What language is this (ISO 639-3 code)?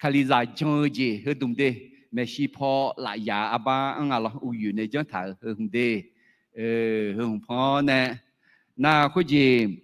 ahk